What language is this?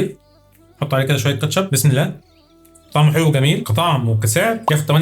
Egyptian Arabic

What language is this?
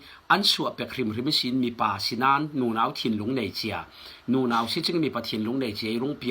Falam Chin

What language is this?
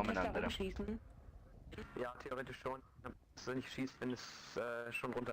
Swiss German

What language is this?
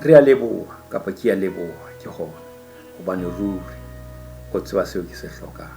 Southern Sotho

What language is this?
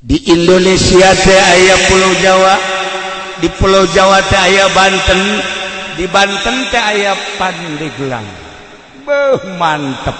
Sundanese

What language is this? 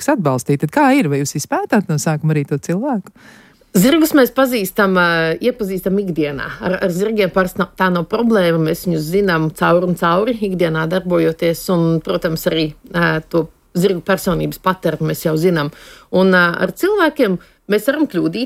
Latvian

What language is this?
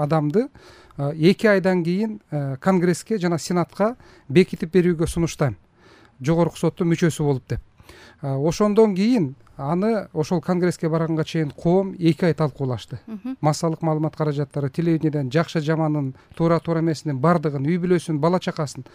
Kyrgyz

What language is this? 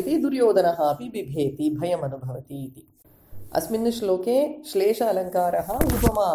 Sanskrit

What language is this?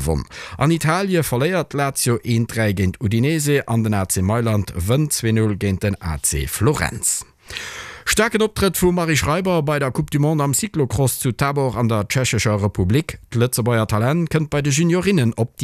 Luxembourgish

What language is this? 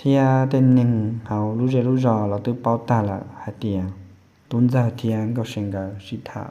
Hmong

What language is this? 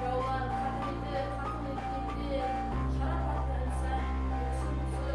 Kara-Kalpak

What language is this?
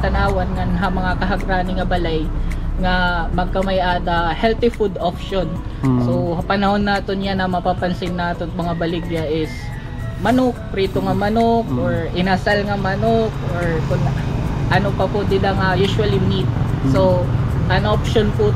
Waray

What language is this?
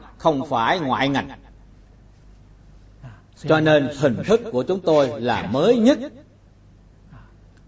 Vietnamese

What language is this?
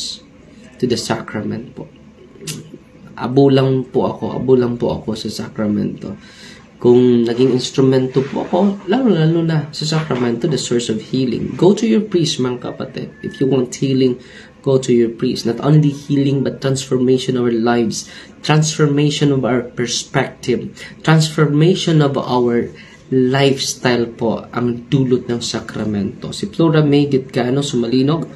Filipino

